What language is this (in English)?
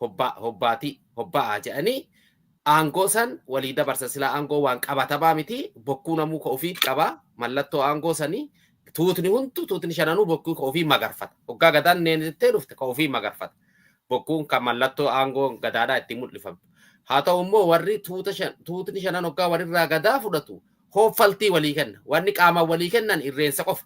Oromo